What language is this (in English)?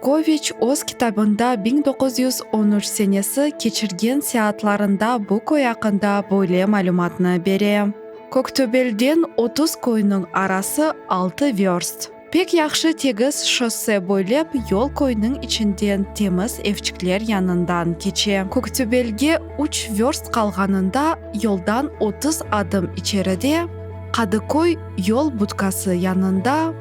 Crimean Tatar